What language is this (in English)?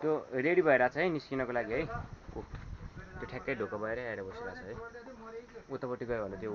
Nepali